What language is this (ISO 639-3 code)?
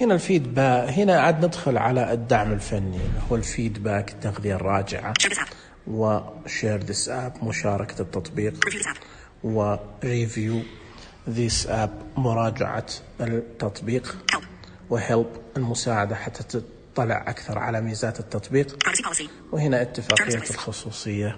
ars